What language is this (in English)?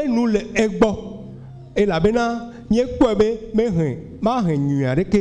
Ewe